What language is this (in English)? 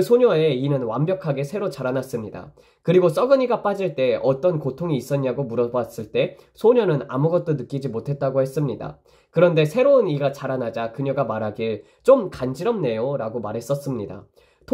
Korean